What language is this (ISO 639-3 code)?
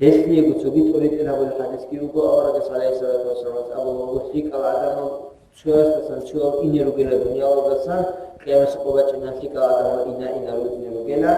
ava